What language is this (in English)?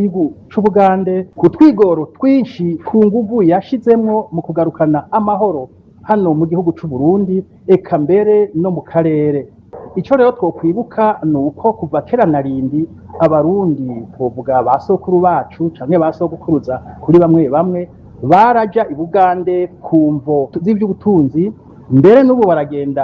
Rundi